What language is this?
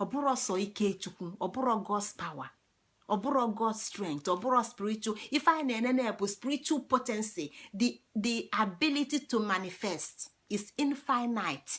Igbo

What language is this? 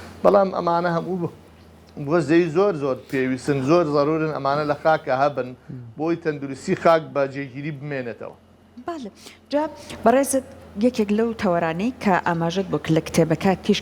Central Kurdish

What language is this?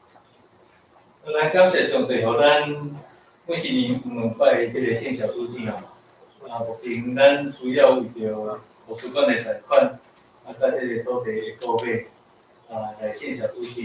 Min Nan Chinese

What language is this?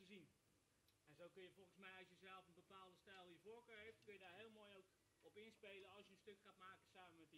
Dutch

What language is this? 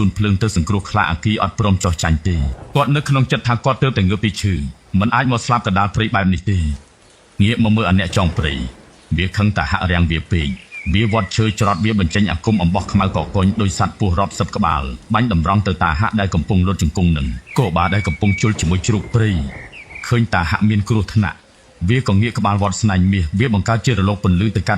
Khmer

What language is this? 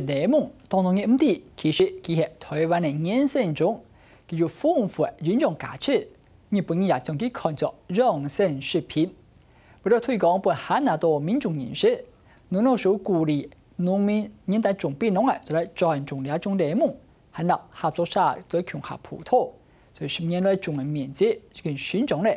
Hakka Chinese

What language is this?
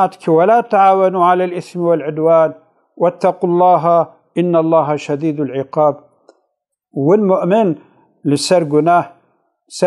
Kurdish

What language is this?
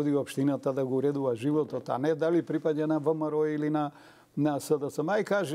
Macedonian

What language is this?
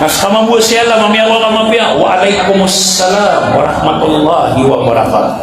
Maranao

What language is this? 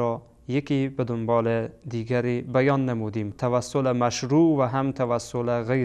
Persian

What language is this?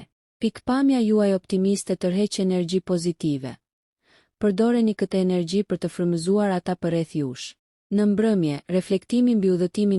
Albanian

